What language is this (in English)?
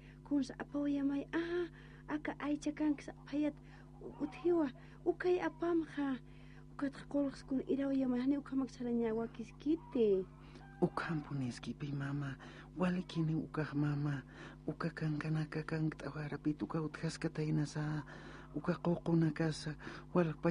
Aymara